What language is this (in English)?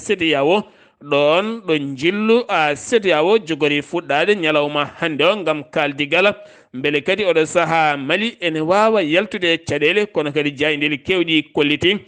Fula